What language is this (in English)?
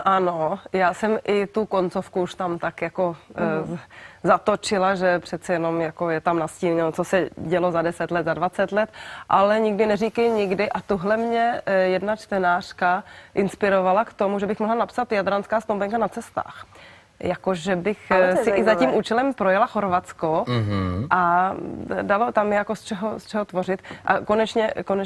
Czech